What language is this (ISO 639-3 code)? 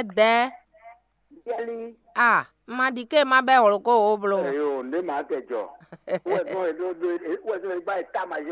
fon